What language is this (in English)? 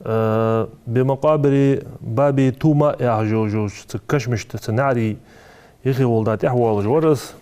Ingush